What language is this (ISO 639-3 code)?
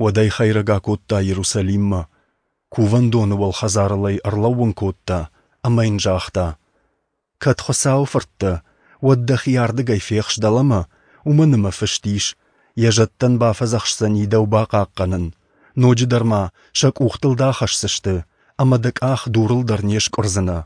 oss